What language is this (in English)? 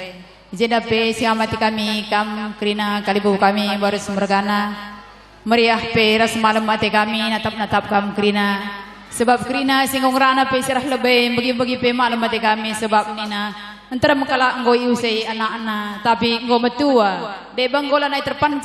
Batak Karo